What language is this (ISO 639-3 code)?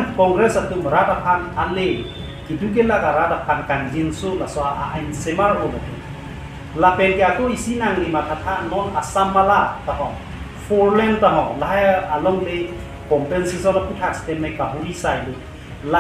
mjw